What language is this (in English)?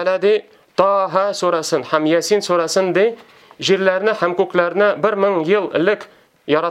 Tatar